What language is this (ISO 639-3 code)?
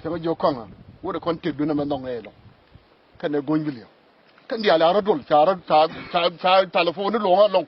nus